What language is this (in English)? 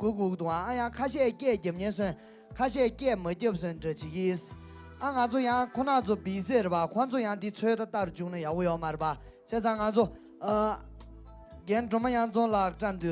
Tibetan